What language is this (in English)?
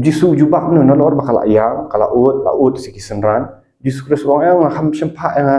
Khasi